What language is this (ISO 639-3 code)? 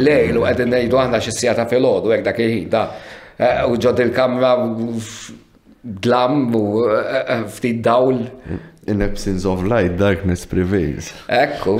mlt